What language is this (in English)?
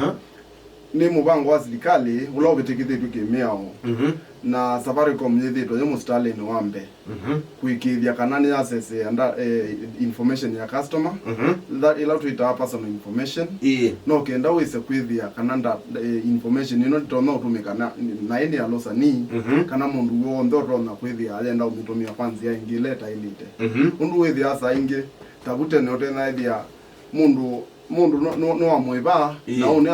Kamba